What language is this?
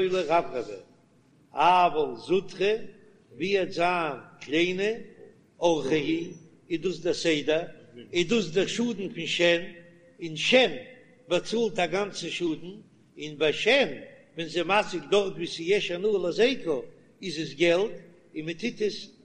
Yiddish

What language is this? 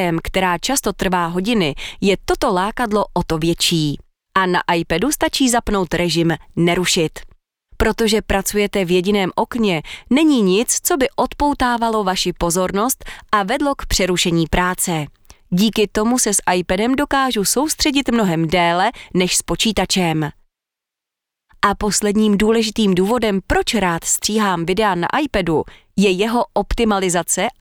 Czech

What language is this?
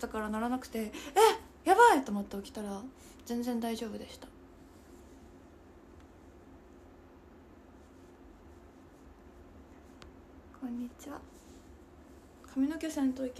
Japanese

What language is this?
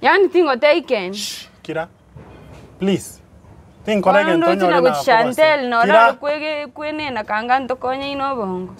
Gusii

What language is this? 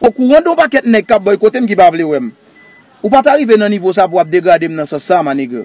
Haitian Creole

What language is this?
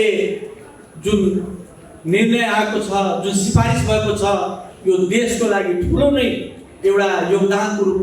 Nepali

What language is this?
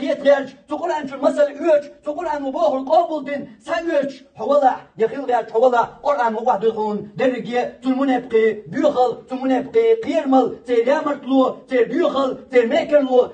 Chechen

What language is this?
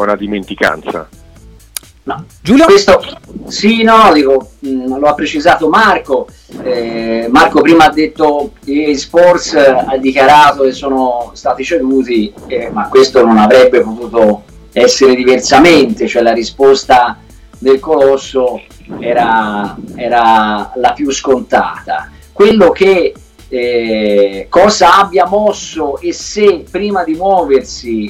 Italian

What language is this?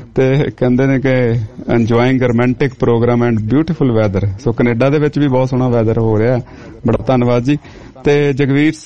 Punjabi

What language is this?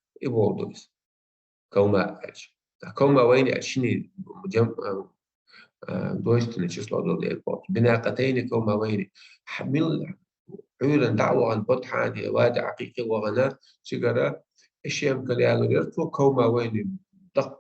Chechen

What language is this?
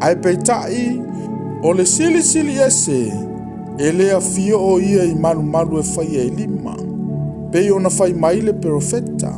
Samoan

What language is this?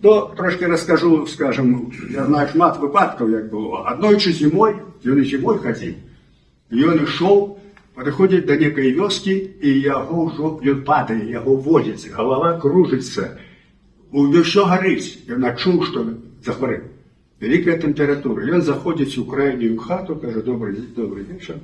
Belarusian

